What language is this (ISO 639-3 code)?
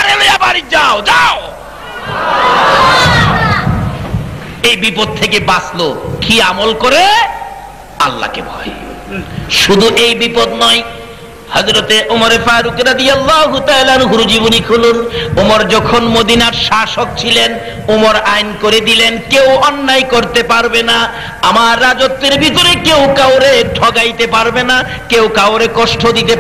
ben